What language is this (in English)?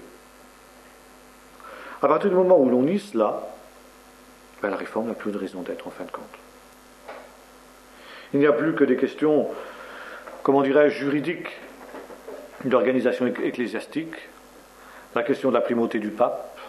French